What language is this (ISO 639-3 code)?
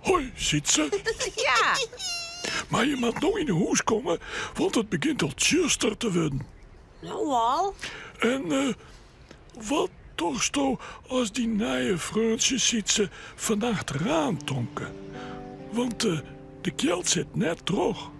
fry